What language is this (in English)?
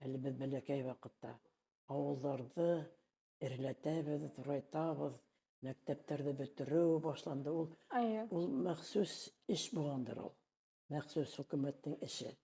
Bashkir